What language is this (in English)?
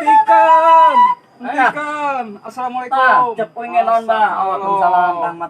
Betawi